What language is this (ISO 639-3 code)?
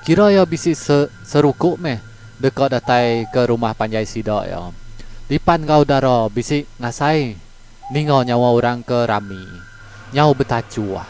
iba